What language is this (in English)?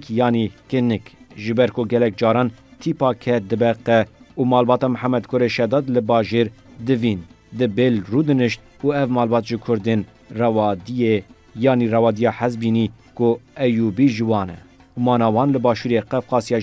Kurdish